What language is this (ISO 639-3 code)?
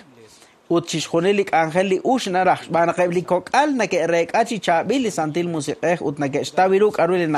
kek